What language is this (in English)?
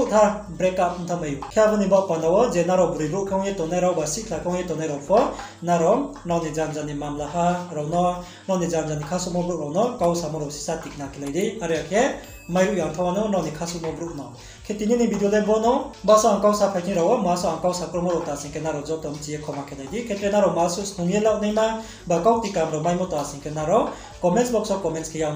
Riang (India)